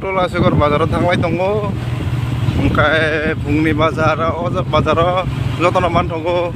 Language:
Kok Borok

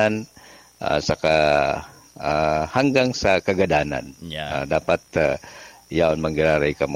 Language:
Bikol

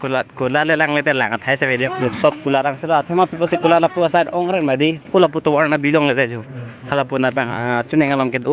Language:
Karbi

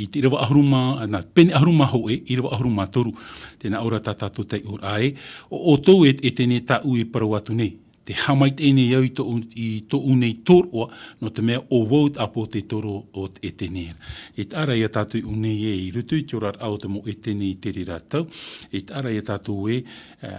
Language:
Tahitian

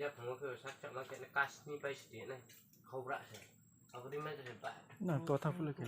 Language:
Riang (India)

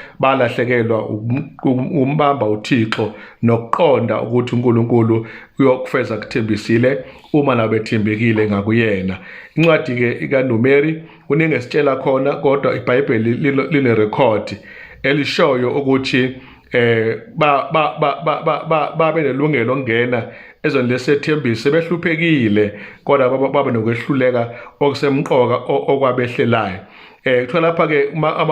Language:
Zulu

